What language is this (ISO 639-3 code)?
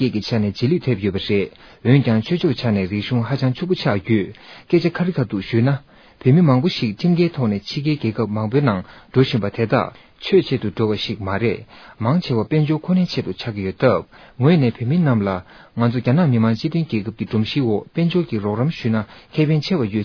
bod